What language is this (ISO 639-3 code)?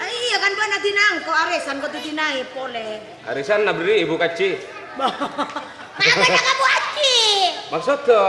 mad